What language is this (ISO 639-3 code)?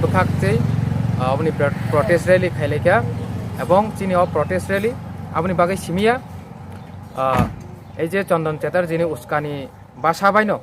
trp